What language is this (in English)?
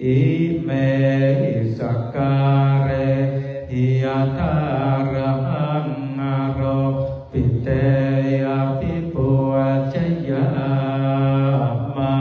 Pali